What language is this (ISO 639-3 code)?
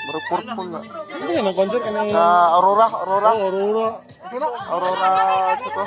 ceb